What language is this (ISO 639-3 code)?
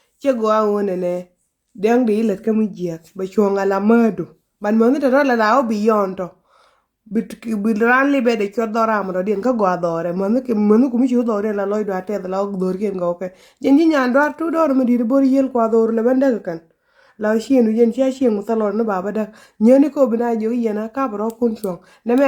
nus